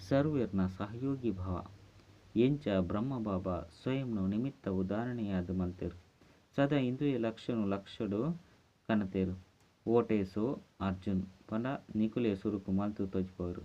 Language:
Tulu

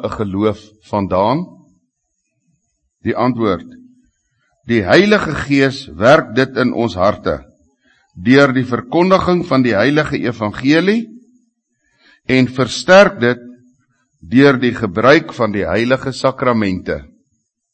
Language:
Afrikaans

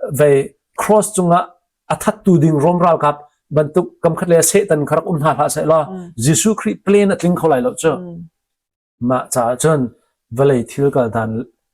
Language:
Hakha Chin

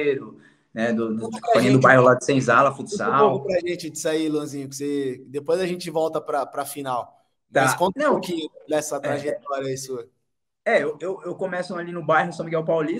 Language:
Portuguese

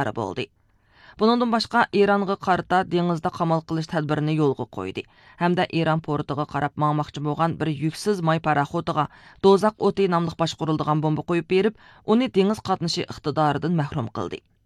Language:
Uyghur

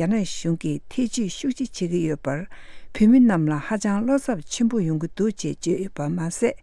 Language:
Tibetan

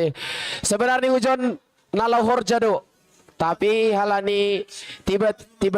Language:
Batak Simalungun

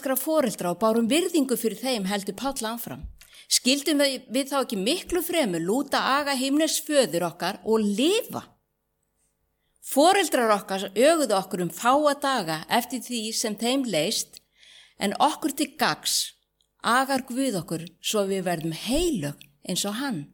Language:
Icelandic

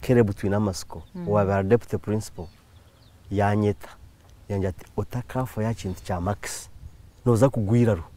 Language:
Nyankole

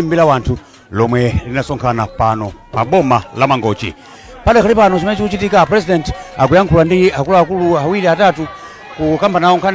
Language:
Nyanja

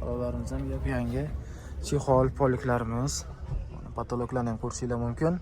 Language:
Uzbek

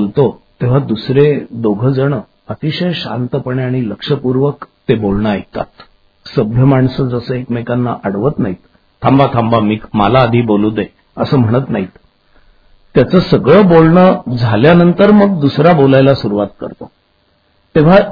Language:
Marathi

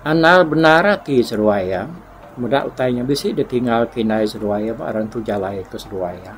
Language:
Iban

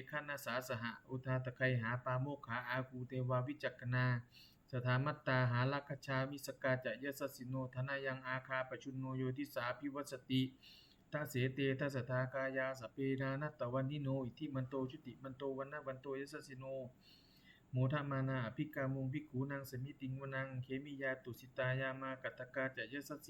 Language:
Pali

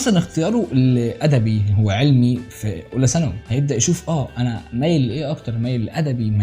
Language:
Egyptian Arabic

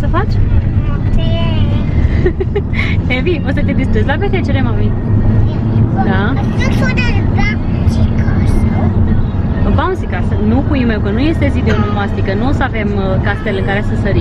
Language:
Romanian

